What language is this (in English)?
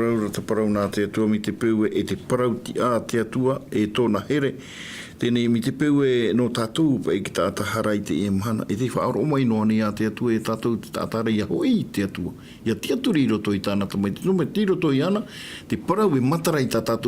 Tahitian